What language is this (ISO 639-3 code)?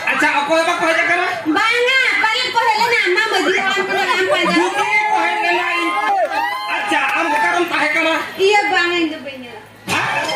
sat